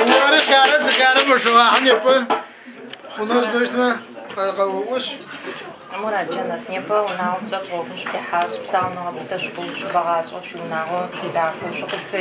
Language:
Adyghe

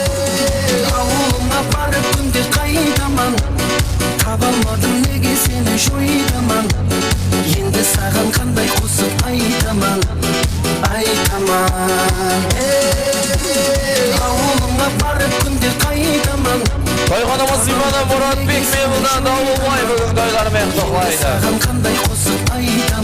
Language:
Kara-Kalpak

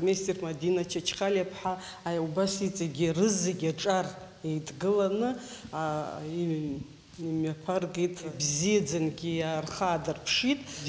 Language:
Abkhazian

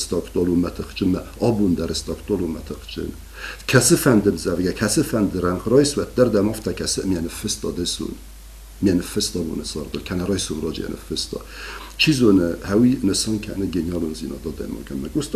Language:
Ossetic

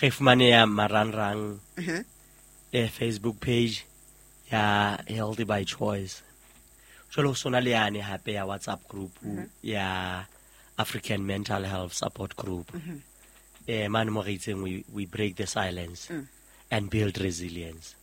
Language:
Southern Sotho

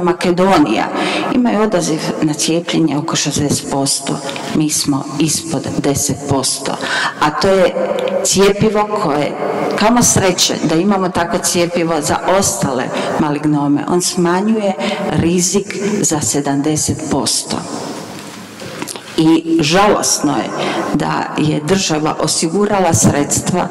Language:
Croatian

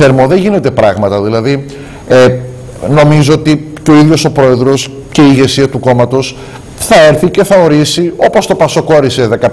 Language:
Greek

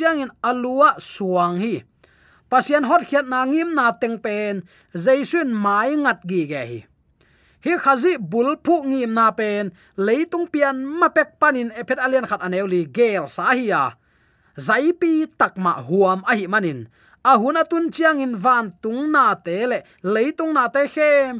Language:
Tedim Chin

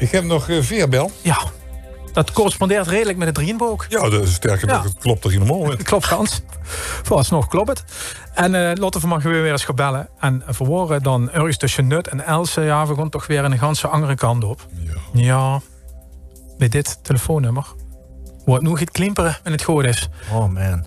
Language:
Limburgish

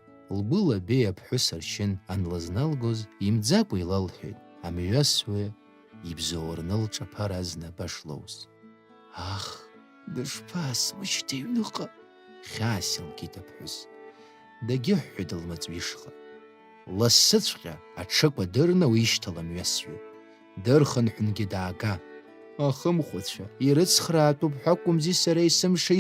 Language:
Abkhazian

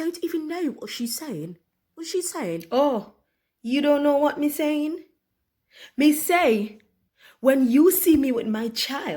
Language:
Jamaican Creole English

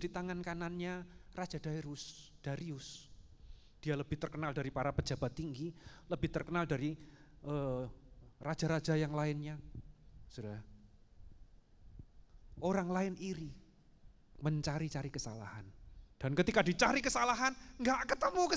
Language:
Indonesian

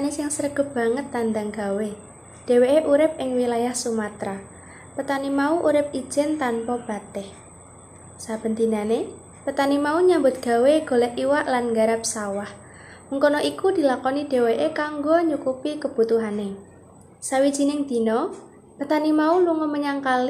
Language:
Javanese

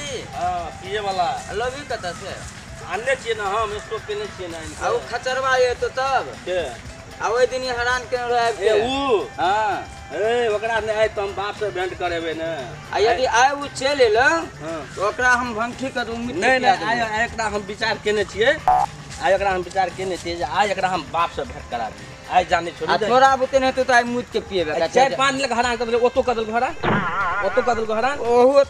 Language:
Maithili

